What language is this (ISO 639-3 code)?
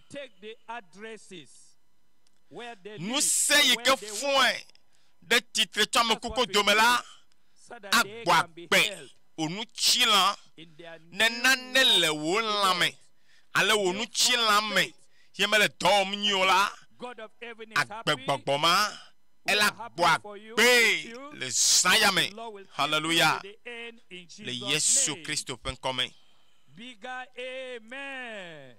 ewe